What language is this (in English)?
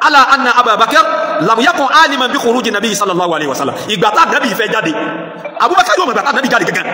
Yoruba